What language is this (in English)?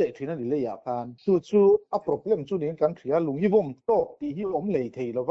Mizo